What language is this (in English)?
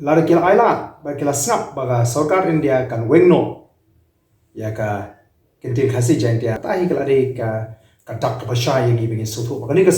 Khasi